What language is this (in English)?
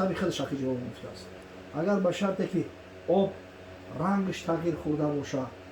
Tajik